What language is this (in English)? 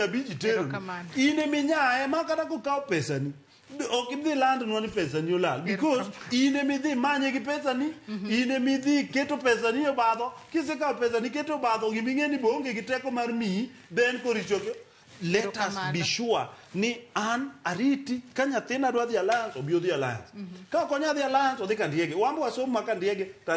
Luo (Kenya and Tanzania)